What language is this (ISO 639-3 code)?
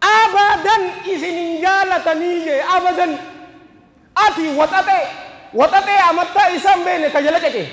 orm